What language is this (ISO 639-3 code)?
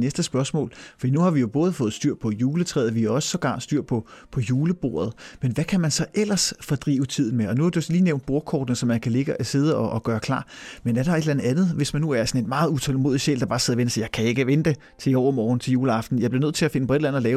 dan